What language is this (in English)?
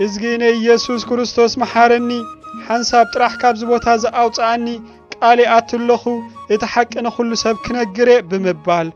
Tigrinya